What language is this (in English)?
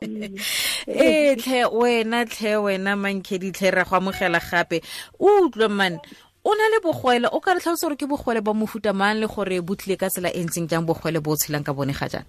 Tswana